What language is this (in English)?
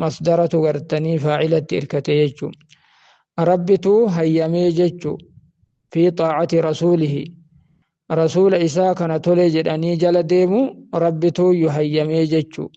Oromo